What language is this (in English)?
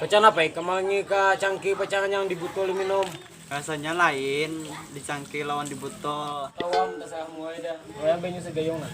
Banjar